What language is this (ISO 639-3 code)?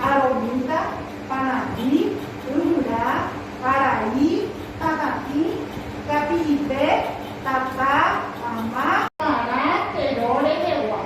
grn